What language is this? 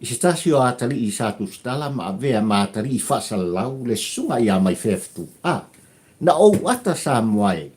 Samoan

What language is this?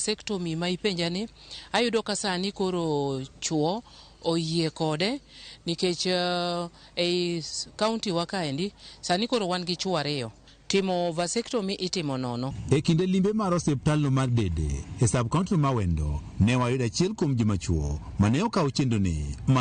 Luo (Kenya and Tanzania)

